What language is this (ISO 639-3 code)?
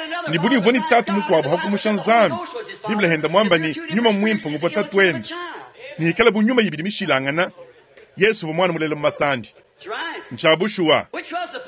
lua